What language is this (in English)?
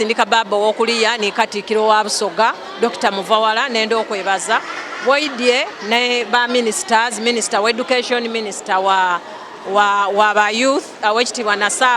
Soga